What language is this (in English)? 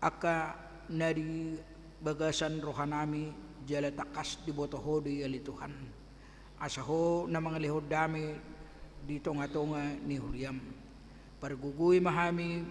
Batak Toba